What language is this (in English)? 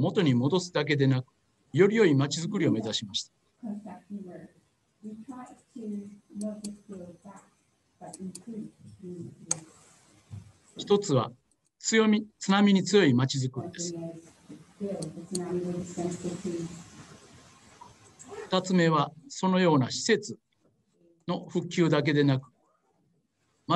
Japanese